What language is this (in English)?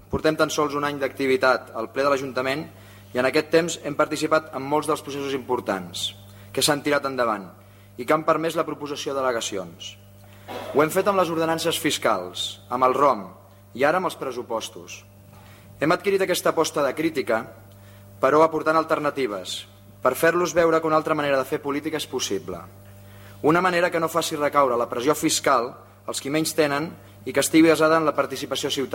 Catalan